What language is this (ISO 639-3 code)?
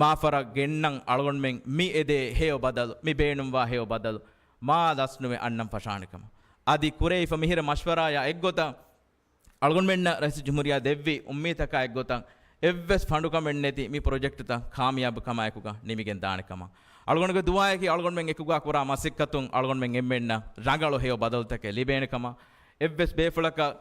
div